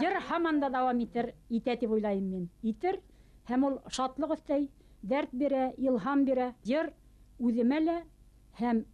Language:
Bashkir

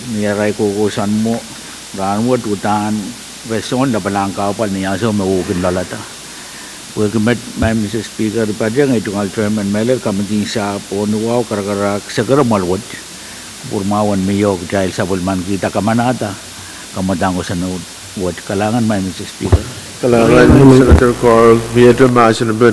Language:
Pohnpeian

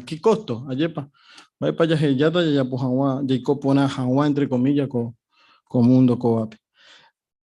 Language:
Guarani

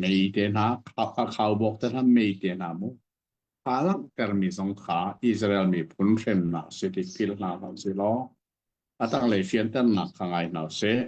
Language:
Hakha Chin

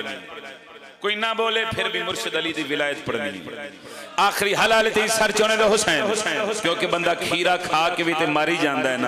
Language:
Pahari-Potwari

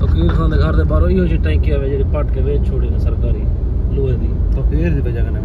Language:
Saraiki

